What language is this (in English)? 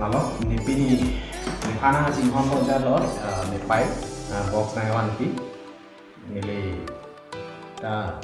Karbi